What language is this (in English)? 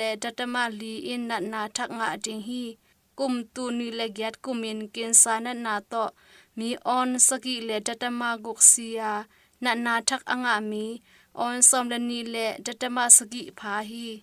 Tedim Chin